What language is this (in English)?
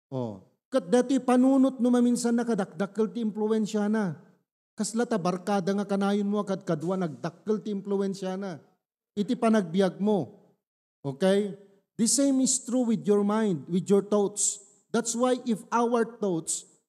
Iloko